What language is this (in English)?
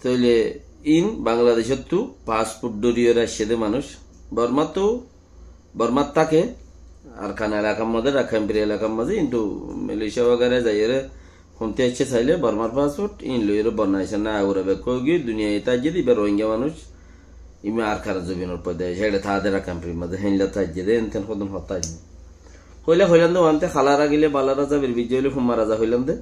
Rohingya